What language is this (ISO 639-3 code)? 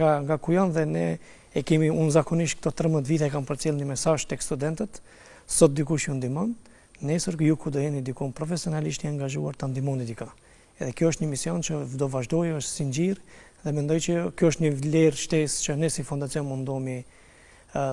sqi